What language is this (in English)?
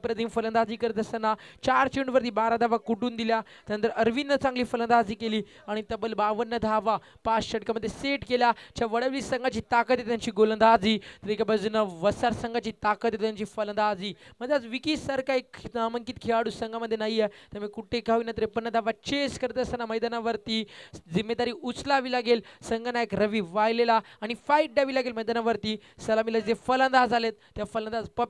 Marathi